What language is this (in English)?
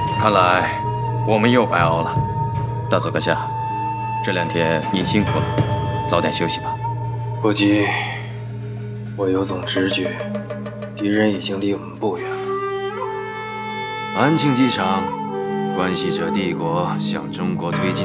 Chinese